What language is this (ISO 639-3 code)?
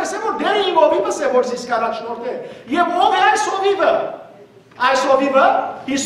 hyw